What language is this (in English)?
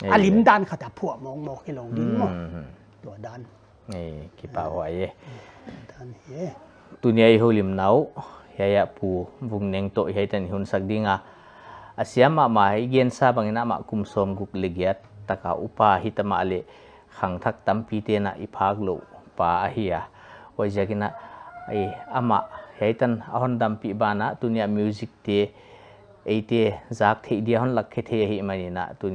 Paite Chin